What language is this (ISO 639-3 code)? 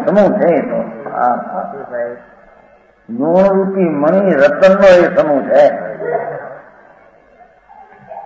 guj